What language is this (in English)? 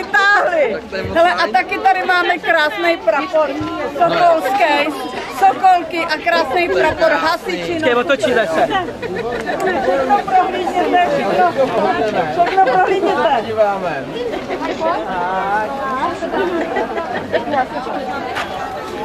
Czech